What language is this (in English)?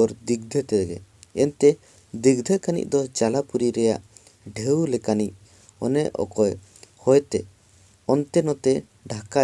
Santali